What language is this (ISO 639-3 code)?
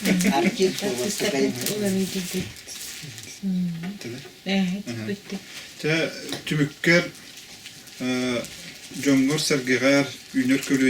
sah